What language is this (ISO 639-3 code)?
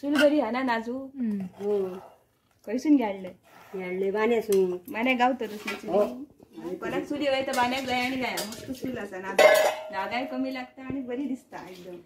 kok